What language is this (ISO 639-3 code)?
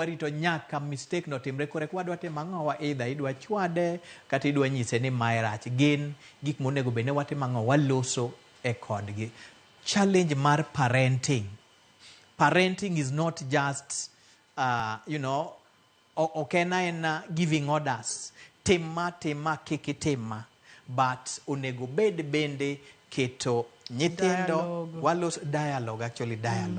luo